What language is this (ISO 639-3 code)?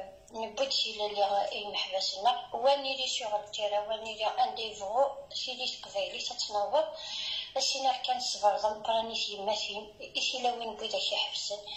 kab